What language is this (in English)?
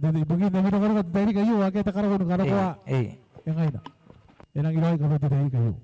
Gilbertese